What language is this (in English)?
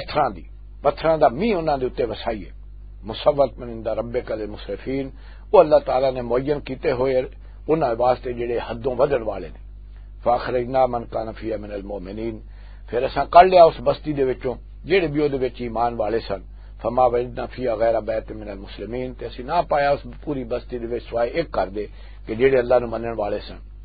Western Panjabi